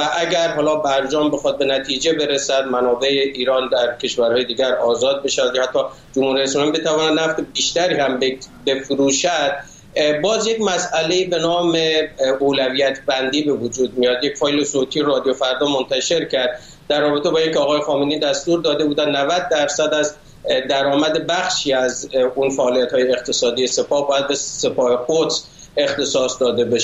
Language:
Persian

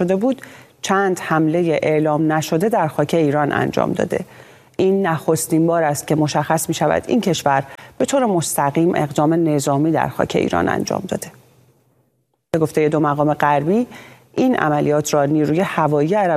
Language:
Persian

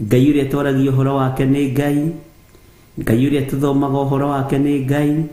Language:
Kikuyu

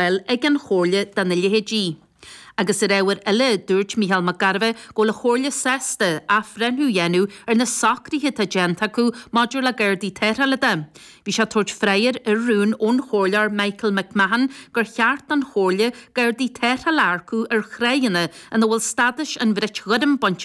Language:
Irish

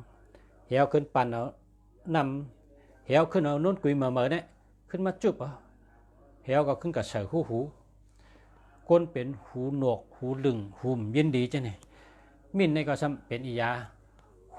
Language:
Shan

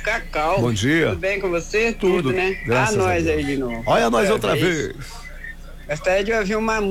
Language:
Portuguese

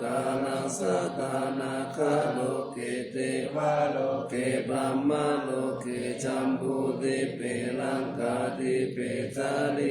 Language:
Pali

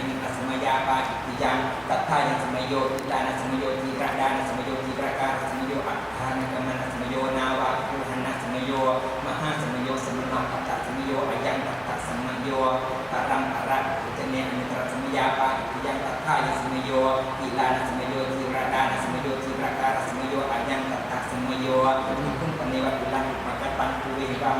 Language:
Pali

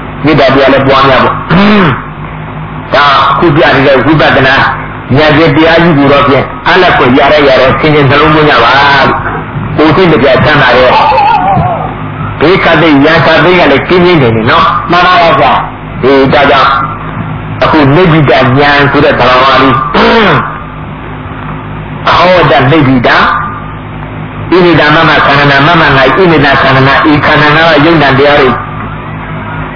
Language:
Burmese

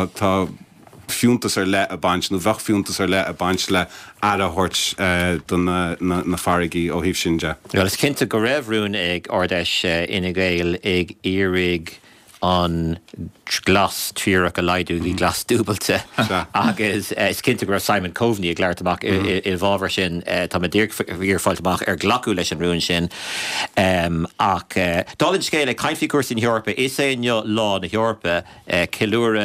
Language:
Irish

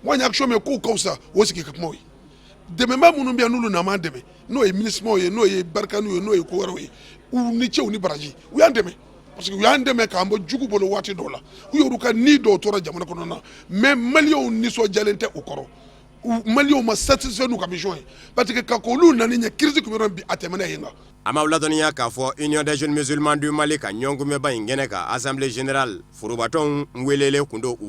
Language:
Bambara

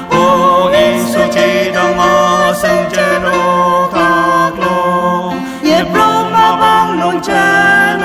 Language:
Ao Naga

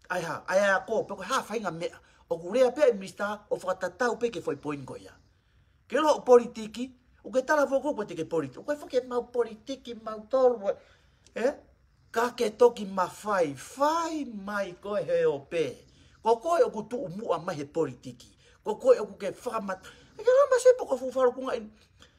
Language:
Tongan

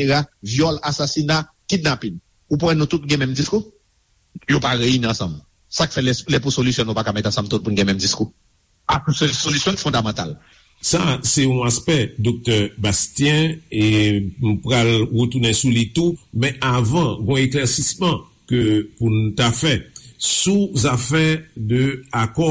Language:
Haitian Creole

